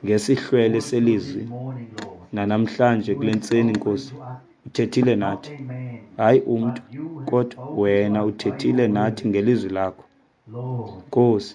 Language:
Xhosa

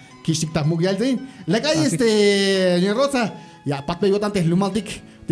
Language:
Tzeltal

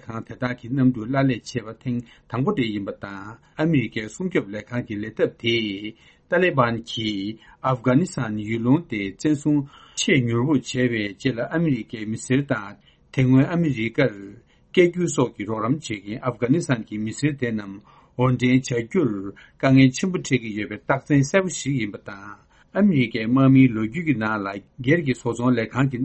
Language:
Tibetan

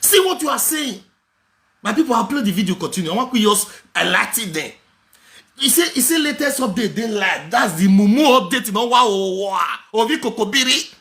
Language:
Nigerian Pidgin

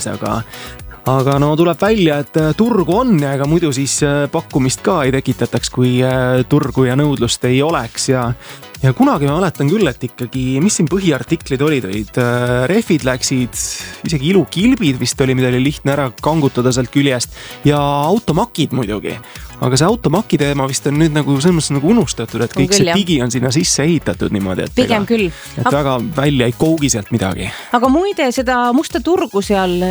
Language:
Estonian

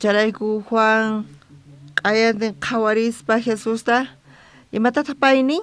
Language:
South Bolivian Quechua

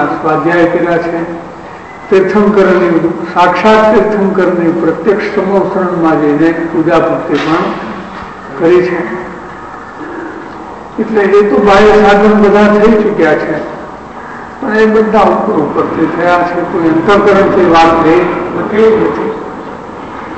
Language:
Gujarati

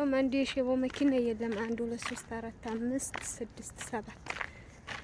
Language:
Amharic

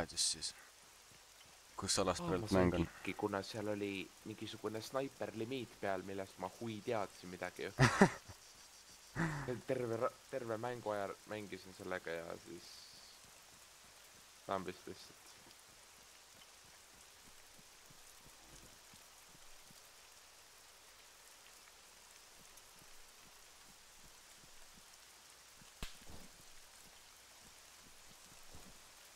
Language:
Estonian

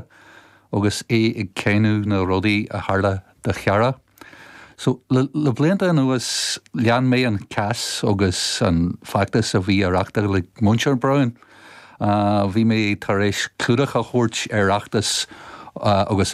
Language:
Irish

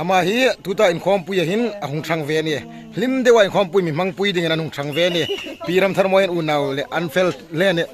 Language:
Hmar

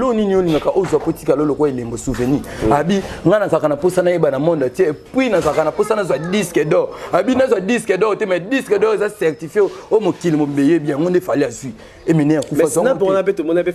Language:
Lingala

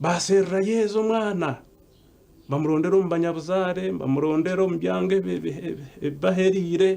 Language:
Nyankole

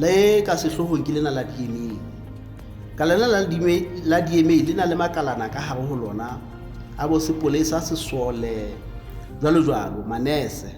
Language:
Southern Sotho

